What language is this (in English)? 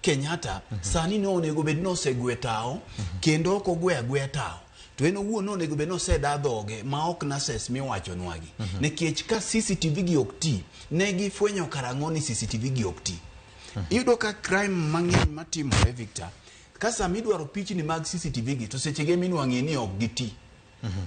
Luo (Kenya and Tanzania)